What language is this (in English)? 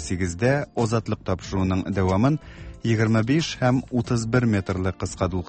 Tatar